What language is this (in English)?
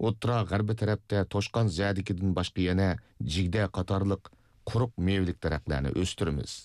Uyghur